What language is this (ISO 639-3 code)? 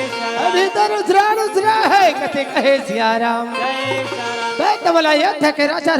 hne